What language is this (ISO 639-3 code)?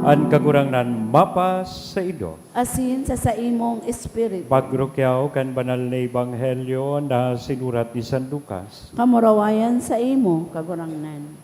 bik